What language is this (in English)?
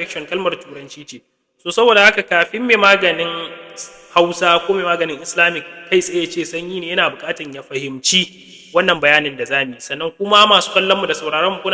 Hausa